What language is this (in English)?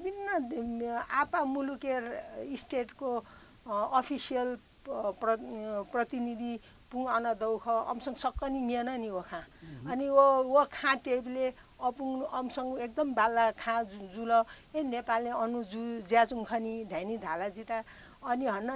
Newari